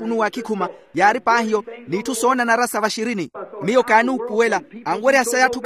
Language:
Makhuwa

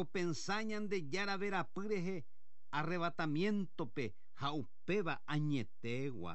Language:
Guarani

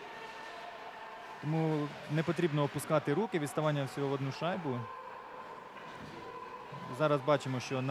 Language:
Ukrainian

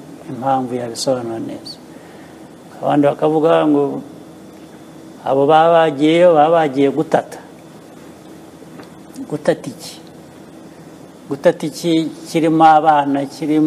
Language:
Kinyarwanda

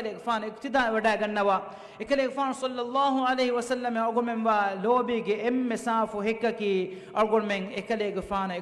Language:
Divehi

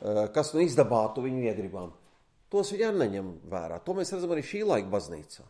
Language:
Latvian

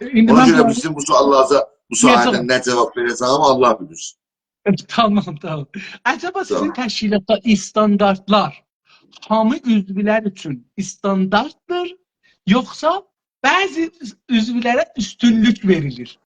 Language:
South Azerbaijani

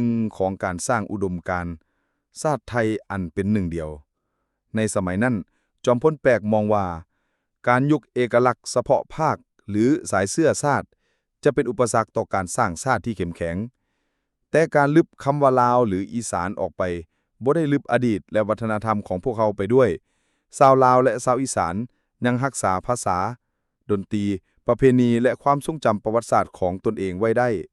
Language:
Lao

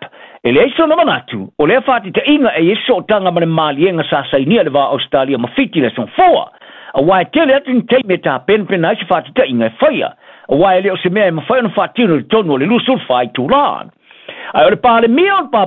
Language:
Samoan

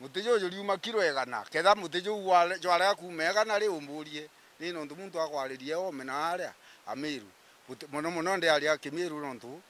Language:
Meru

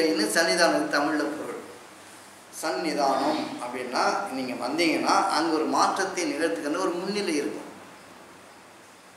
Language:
Tamil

